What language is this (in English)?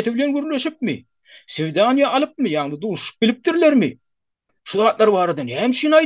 Turkmen